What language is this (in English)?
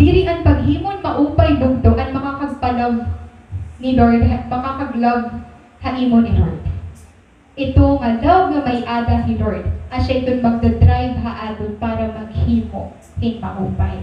Waray